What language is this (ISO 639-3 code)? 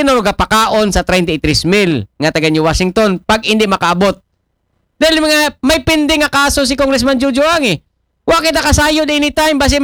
akl